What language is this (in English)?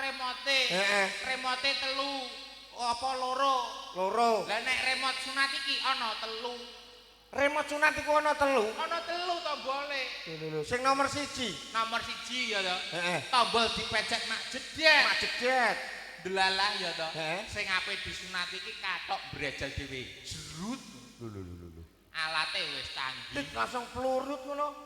Javanese